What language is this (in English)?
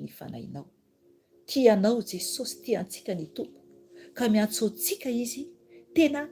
Malagasy